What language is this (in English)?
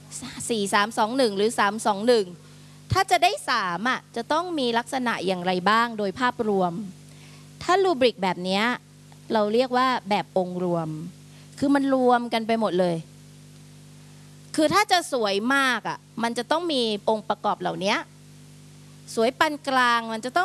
Thai